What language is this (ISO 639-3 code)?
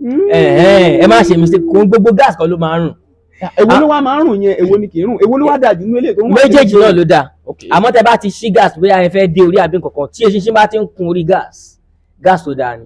yor